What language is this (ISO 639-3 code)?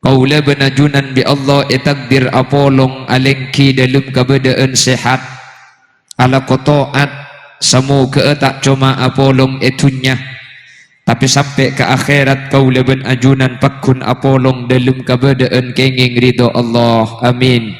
mad